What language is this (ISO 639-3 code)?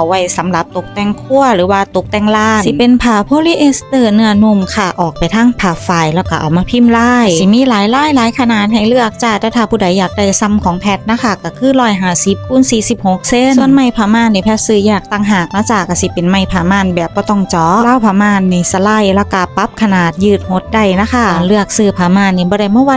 tts